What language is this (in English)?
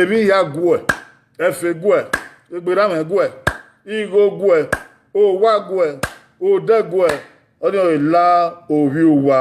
Bini